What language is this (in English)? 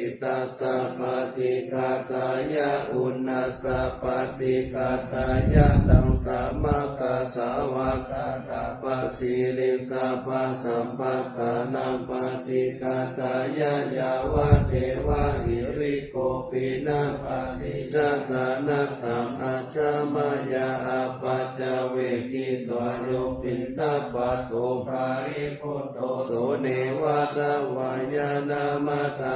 Pali